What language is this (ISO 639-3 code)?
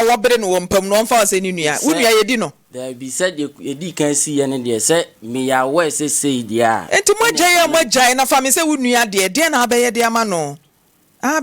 aka